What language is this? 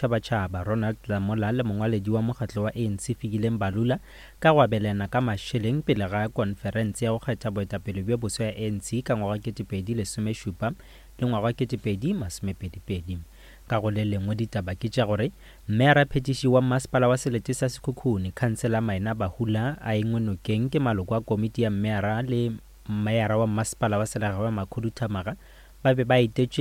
Northern Sotho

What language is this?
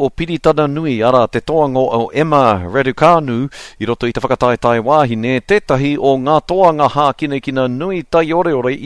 Māori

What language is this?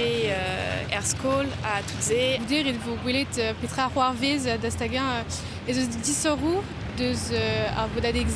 Breton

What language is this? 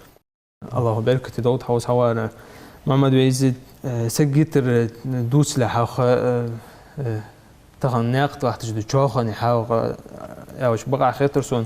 Ingush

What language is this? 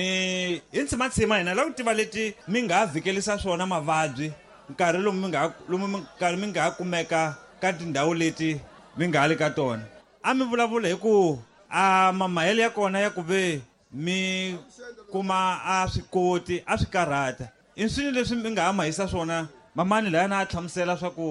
Tsonga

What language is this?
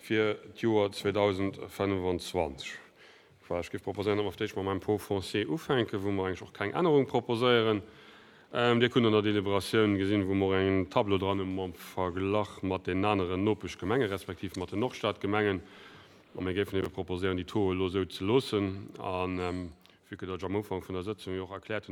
Luxembourgish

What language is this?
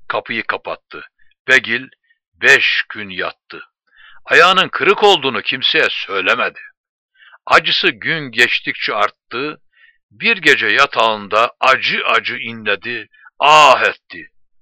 Turkish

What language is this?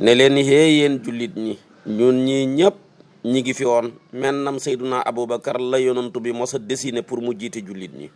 Wolof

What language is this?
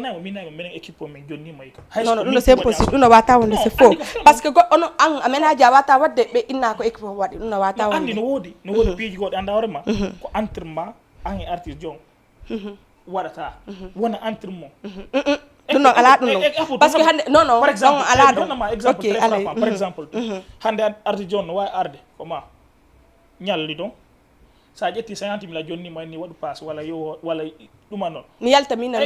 Fula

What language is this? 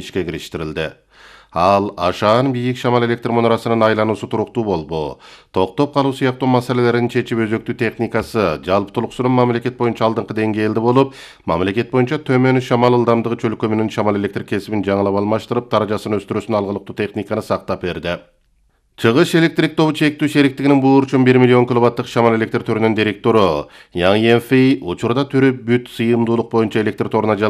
Kyrgyz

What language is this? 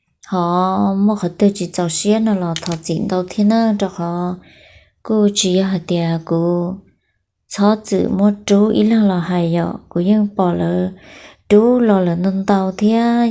Hmong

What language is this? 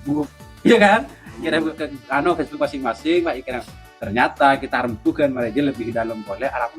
Madurese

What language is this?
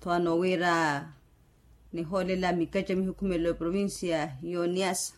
Makhuwa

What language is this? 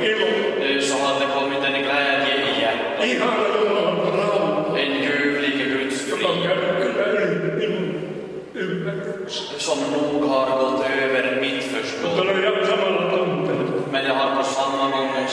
Finnish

